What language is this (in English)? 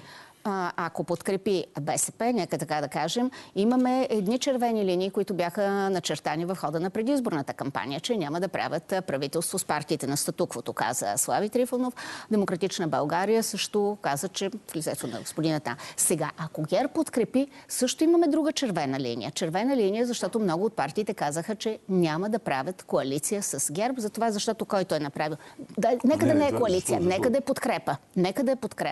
Bulgarian